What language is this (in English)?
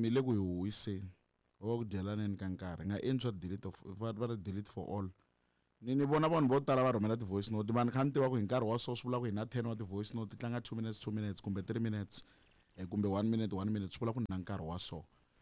Tsonga